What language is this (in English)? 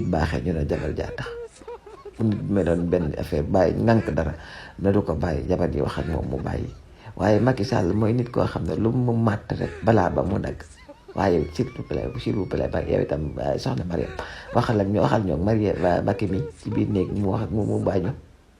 Wolof